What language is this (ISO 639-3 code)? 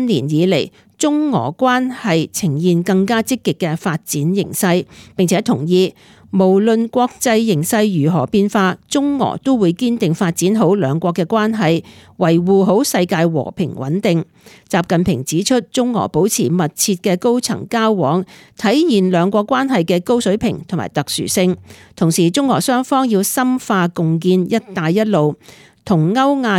yue